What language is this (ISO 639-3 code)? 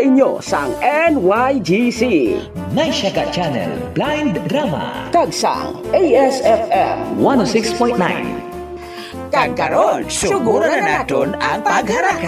hil